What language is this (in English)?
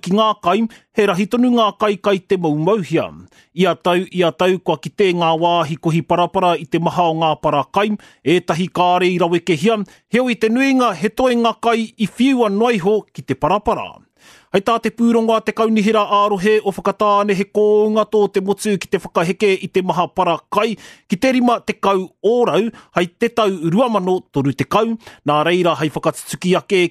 Māori